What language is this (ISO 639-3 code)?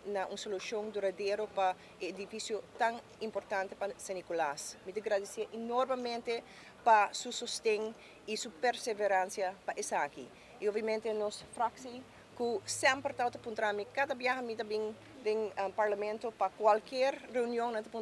pap